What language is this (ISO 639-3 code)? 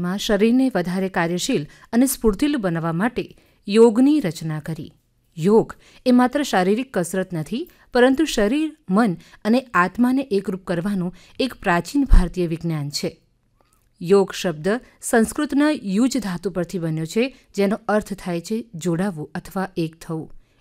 guj